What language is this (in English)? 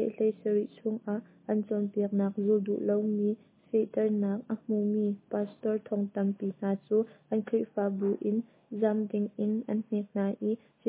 Hakha Chin